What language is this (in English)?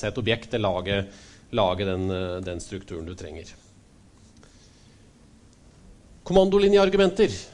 Norwegian